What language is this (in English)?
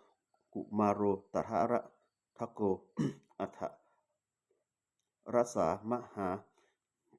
Pali